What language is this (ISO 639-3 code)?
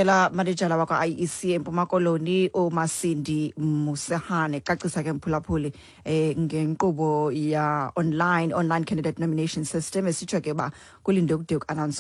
xho